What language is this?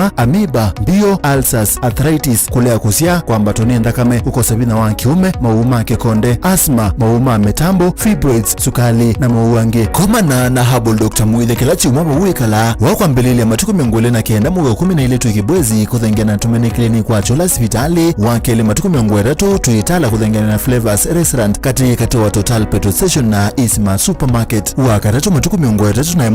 Kamba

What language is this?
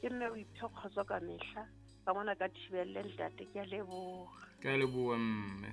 Southern Sotho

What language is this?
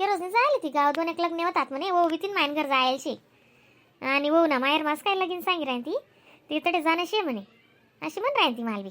Khandesi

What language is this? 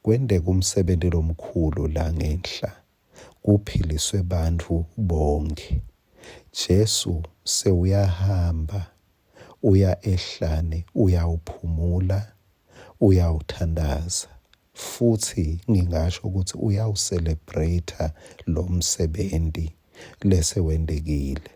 Swati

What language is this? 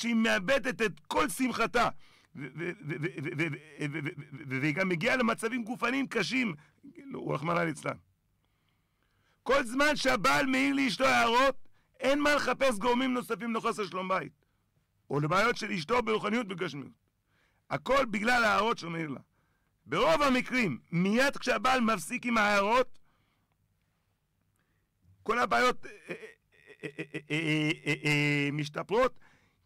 Hebrew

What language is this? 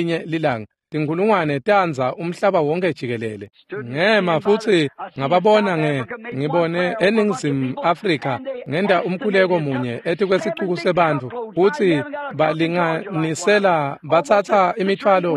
Swati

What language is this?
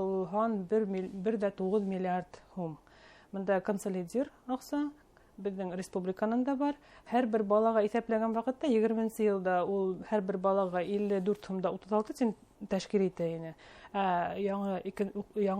Bashkir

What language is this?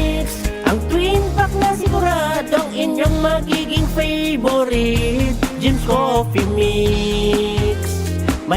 Bikol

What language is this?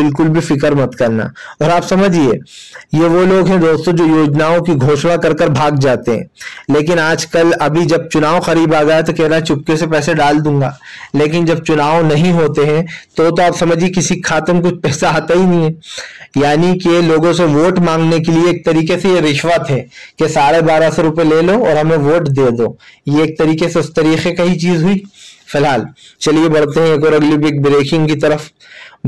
Hindi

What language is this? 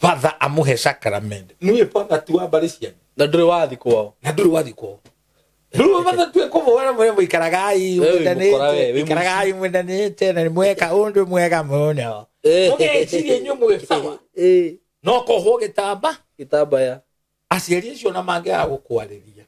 Kikuyu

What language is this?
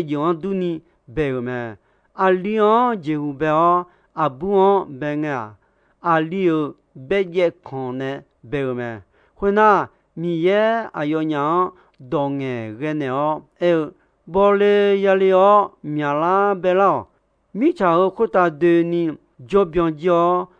Akha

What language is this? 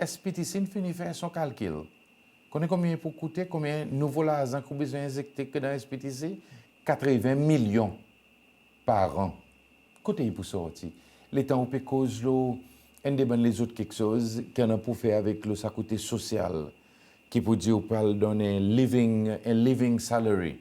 Seselwa Creole French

